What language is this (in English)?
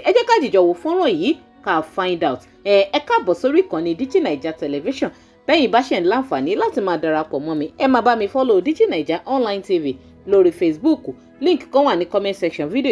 Yoruba